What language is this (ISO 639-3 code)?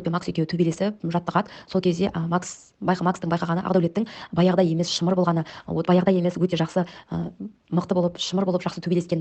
kaz